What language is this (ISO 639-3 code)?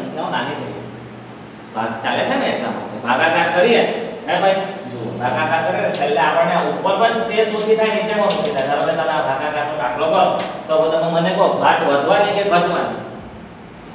guj